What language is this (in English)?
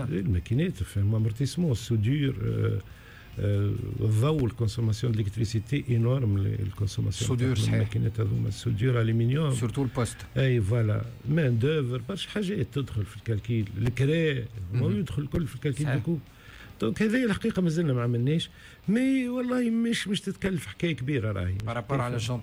Tunisian Arabic